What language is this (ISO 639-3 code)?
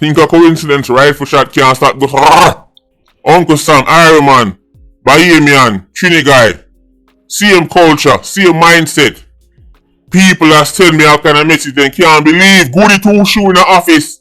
jam